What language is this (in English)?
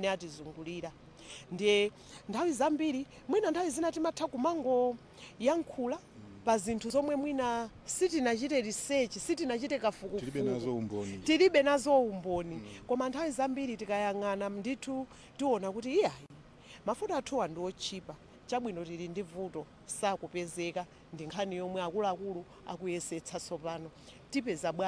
Nyanja